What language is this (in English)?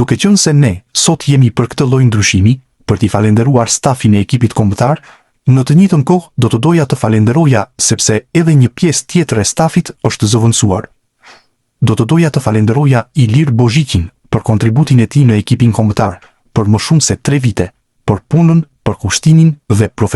Albanian